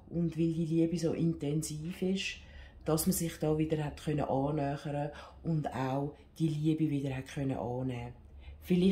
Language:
Swiss German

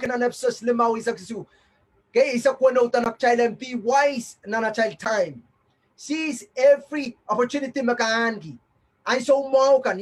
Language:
Pohnpeian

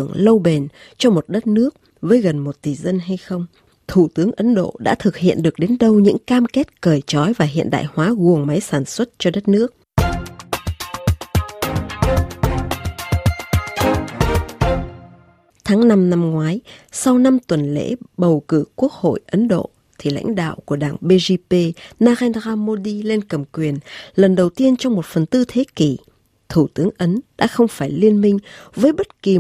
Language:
Vietnamese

